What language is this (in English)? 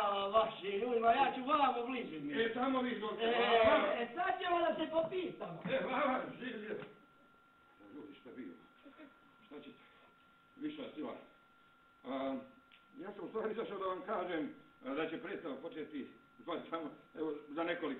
Bosnian